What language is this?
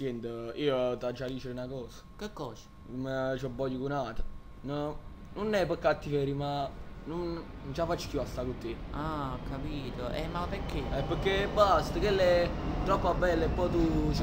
Neapolitan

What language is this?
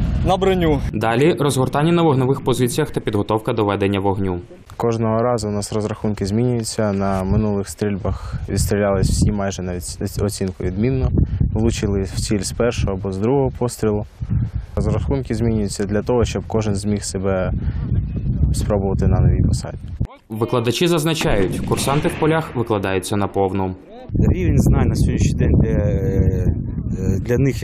Ukrainian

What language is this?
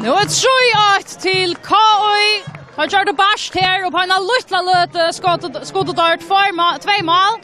Faroese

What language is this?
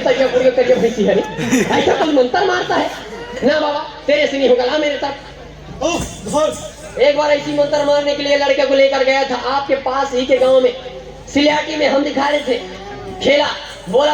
Chhattisgarhi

